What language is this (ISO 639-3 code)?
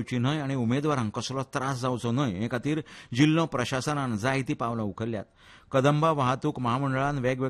kok